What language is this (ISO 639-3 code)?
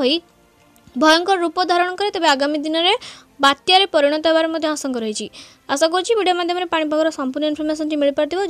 ori